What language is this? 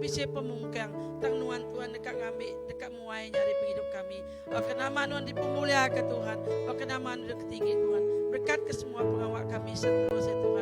Iban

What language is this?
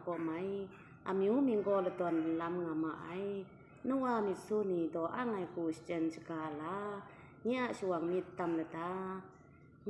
Kachin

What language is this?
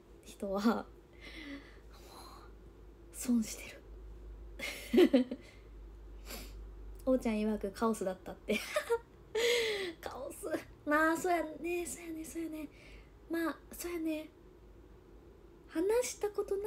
Japanese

